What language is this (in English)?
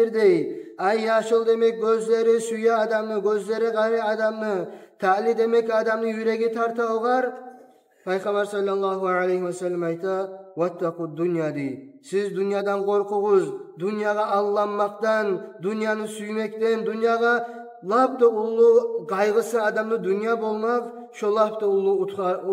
Kumyk